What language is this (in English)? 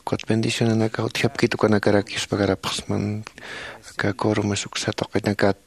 Aymara